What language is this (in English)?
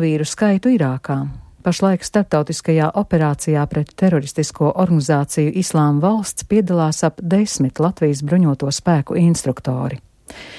Latvian